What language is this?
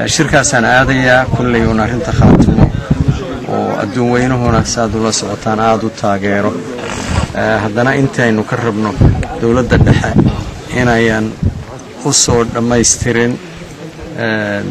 Somali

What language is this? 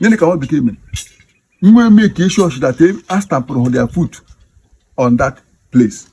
Igbo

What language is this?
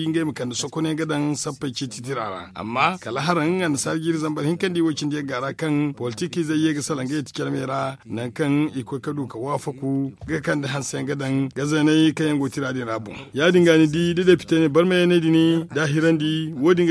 Zarma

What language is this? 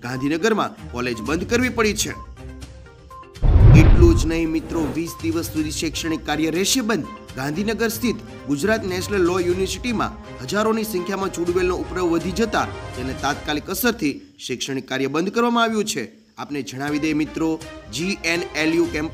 Gujarati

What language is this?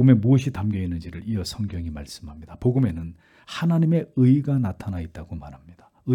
Korean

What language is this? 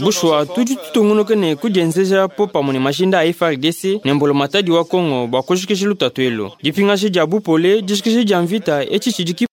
Luba-Lulua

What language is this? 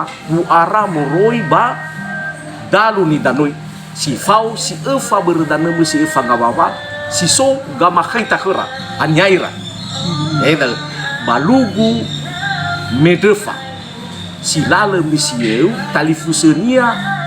Nias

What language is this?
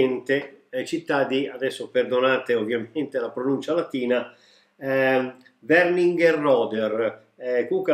Italian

